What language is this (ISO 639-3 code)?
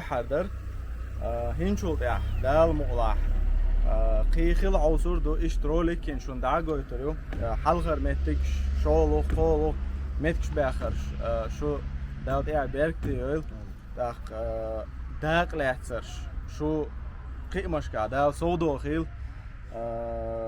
che